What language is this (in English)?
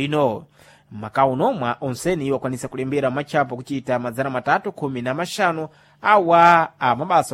Sena